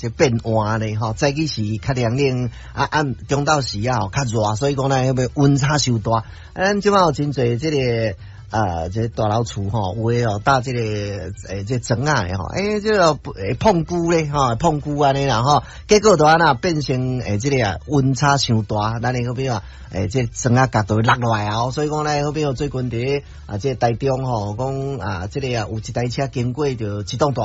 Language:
Min Nan Chinese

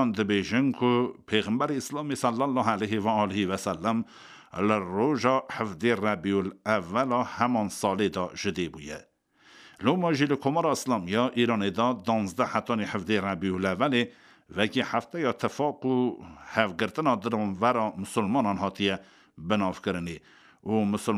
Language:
Kurdish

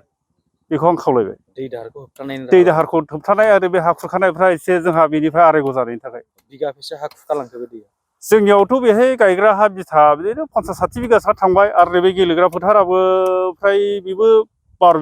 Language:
Bodo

